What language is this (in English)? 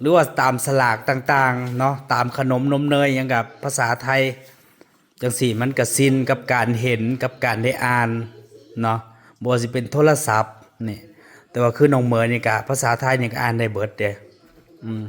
Northeastern Thai